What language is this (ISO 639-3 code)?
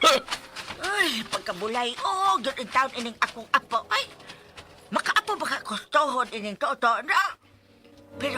ceb